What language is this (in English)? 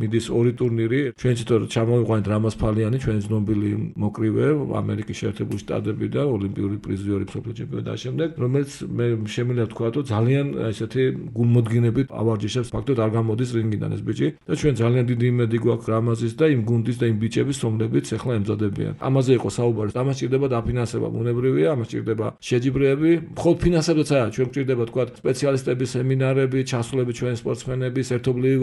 Georgian